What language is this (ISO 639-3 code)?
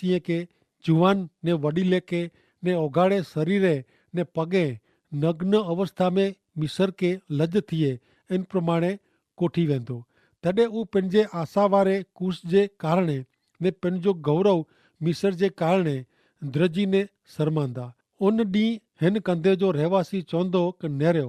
kfr